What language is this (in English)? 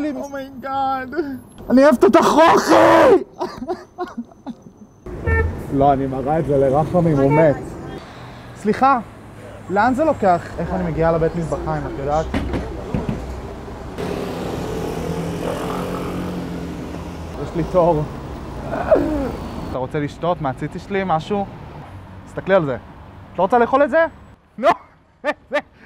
Hebrew